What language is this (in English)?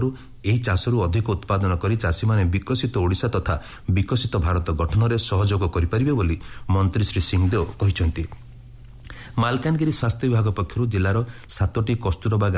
Odia